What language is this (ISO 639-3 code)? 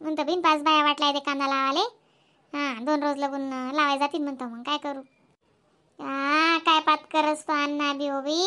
khn